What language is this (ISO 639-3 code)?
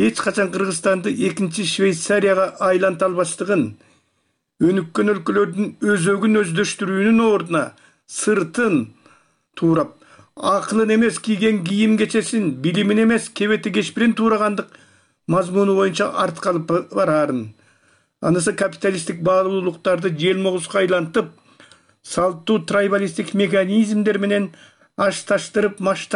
kir